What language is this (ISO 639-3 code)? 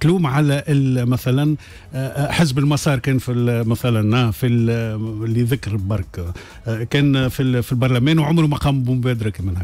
aeb